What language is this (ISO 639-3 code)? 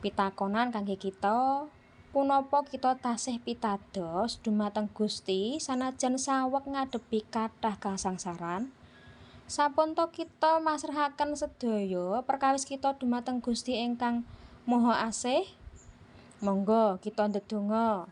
jav